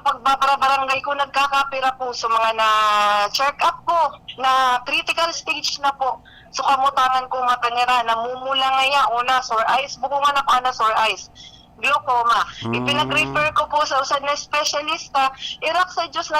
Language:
Bikol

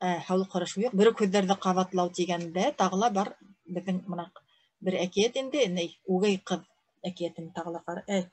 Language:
Bashkir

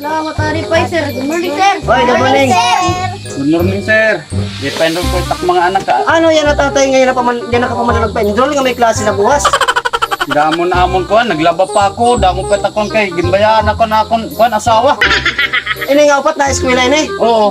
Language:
Waray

